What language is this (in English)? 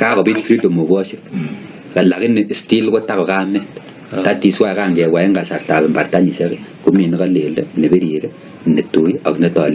Kalenjin